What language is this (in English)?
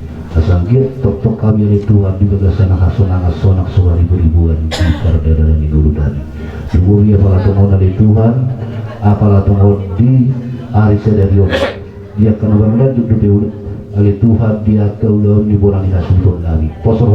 Batak Toba